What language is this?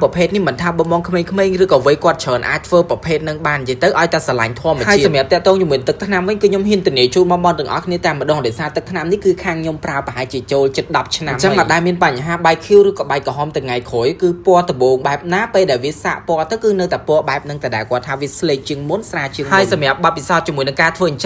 Khmer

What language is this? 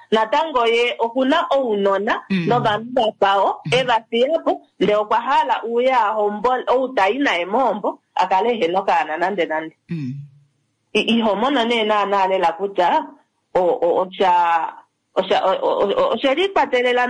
Kuanyama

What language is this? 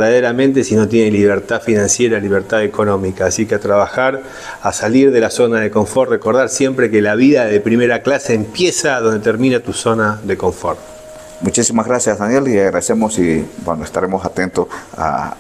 Spanish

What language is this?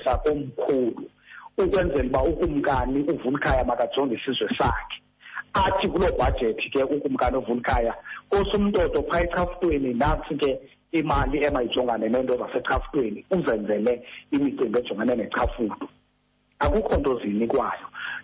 Xhosa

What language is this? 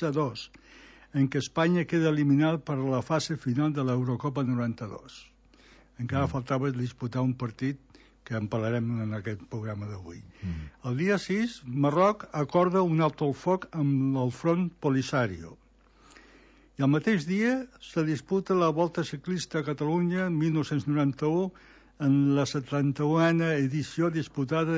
Catalan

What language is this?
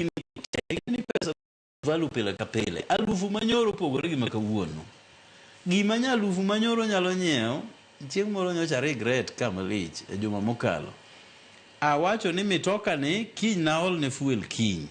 Luo (Kenya and Tanzania)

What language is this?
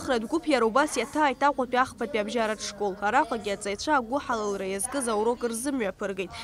Abkhazian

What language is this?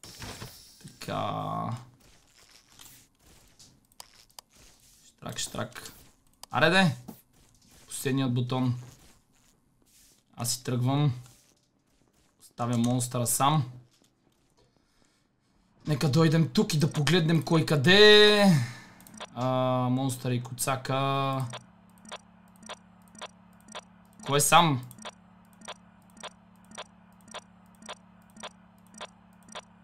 Bulgarian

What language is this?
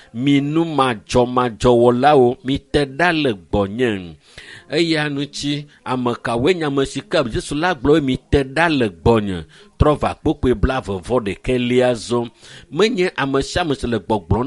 Ewe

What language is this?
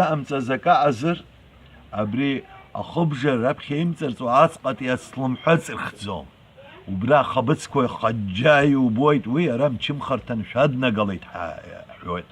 Abkhazian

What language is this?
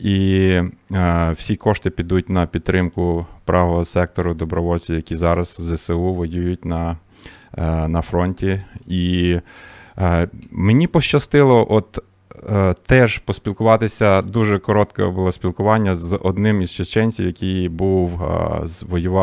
Ukrainian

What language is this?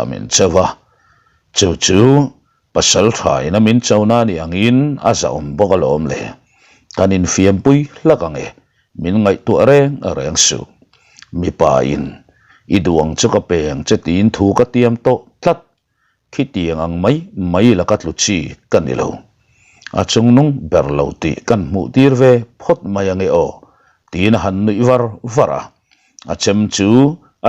Mizo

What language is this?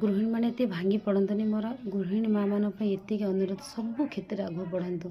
Odia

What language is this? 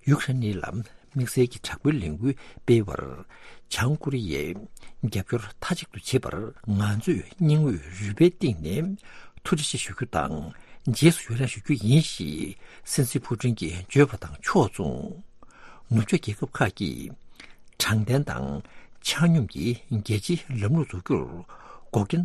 Tibetan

